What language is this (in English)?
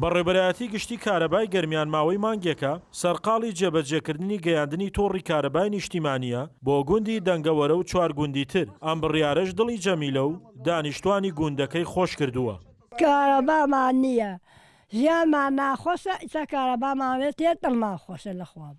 Central Kurdish